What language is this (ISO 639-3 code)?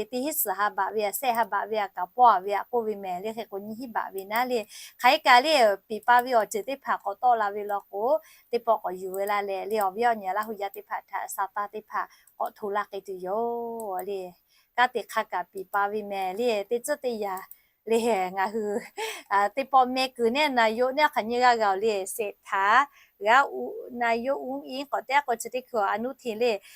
lhu